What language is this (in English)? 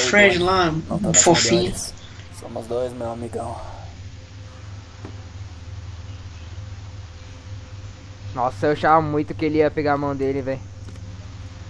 Portuguese